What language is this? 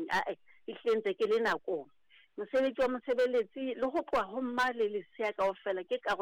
Southern Sotho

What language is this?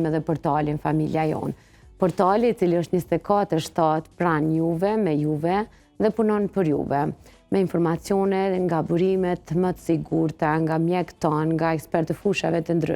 Albanian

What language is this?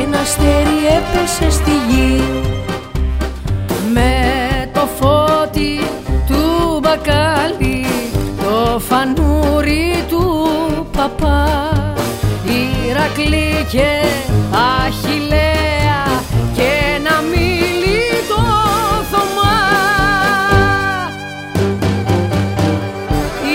Greek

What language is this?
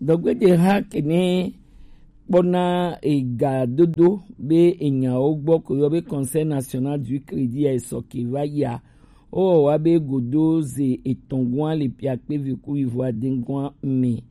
Gen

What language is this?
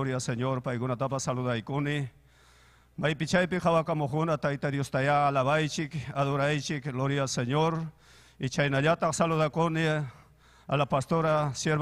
Ayacucho Quechua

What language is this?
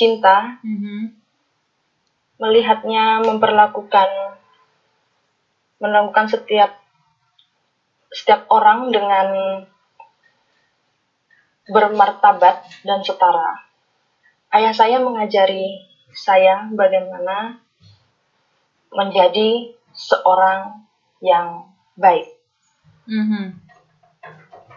Indonesian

